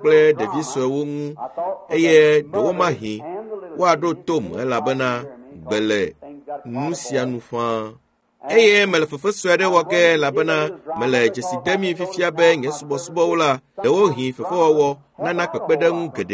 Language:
Ewe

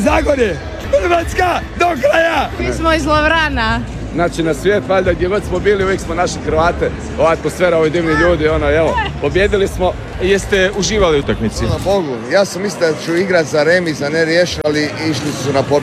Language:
Croatian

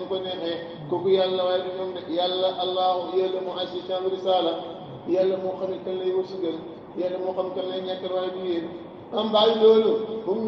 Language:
Wolof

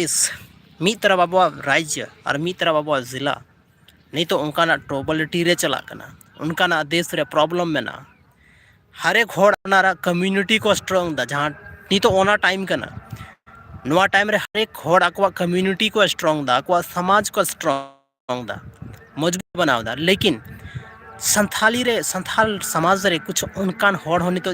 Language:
Santali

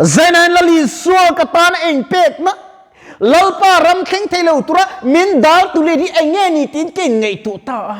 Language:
Mizo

